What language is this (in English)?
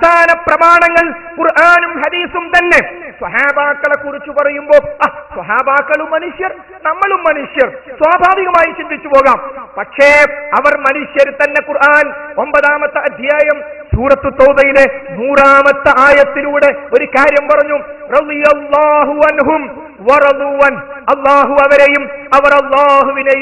Malayalam